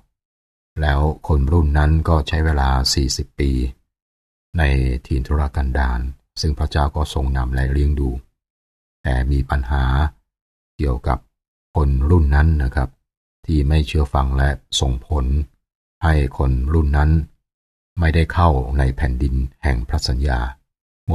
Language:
Thai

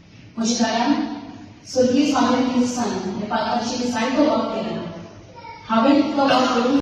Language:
Konkani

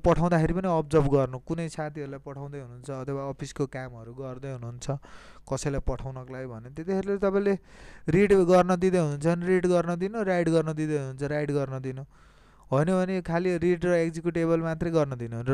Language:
Nepali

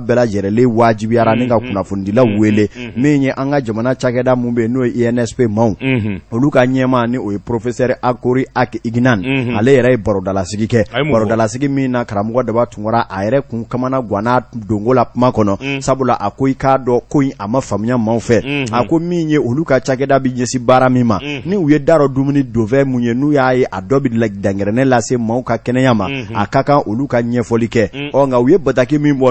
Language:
Bambara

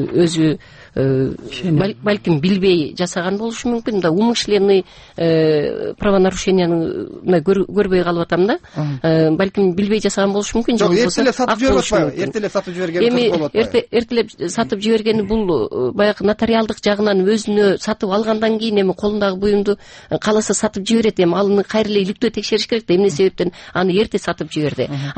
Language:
Kyrgyz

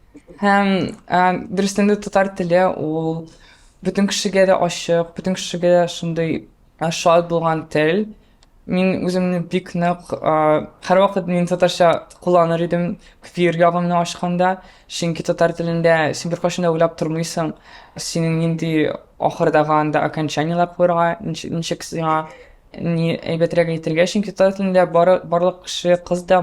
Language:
Tatar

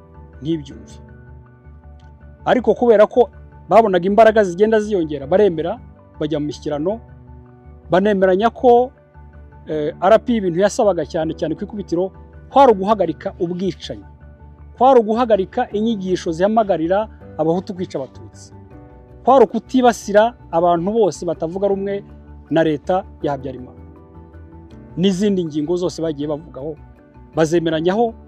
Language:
Kinyarwanda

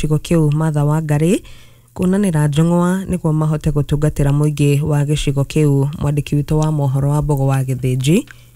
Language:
Kikuyu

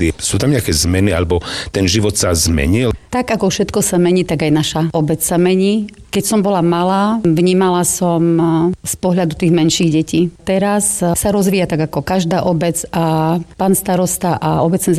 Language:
Slovak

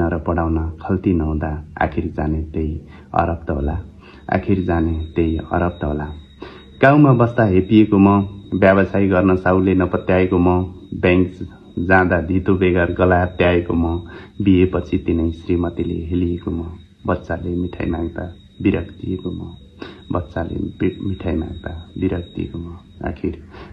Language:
Nepali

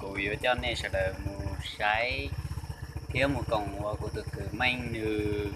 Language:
Hmong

